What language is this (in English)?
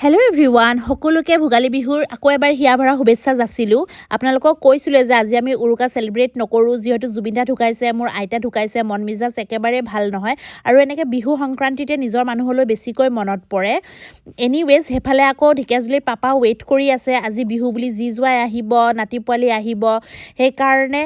Assamese